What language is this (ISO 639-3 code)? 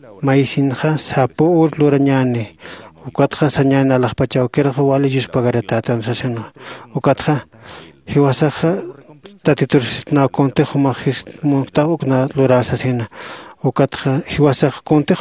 aym